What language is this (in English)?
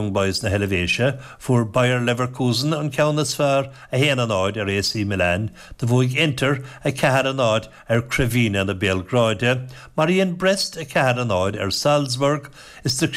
Irish